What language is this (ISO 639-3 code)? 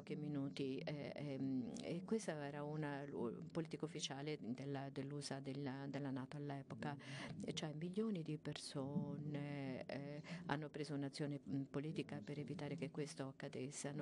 ita